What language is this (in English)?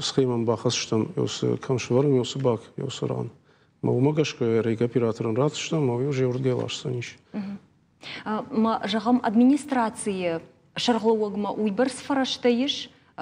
Ossetic